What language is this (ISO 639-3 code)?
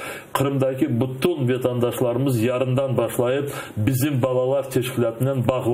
crh